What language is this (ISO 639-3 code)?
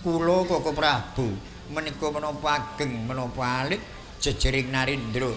jav